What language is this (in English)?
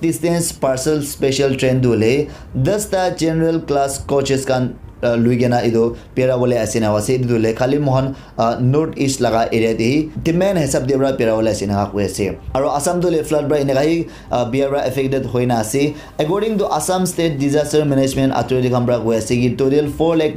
Naga Pidgin